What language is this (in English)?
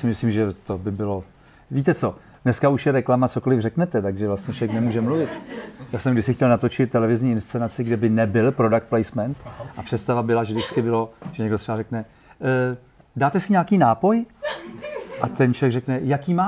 Czech